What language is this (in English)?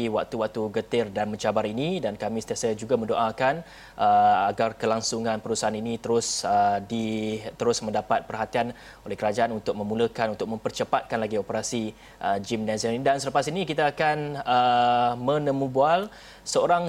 Malay